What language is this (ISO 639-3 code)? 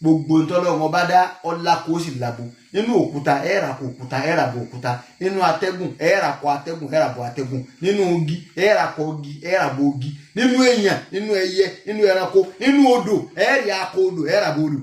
yor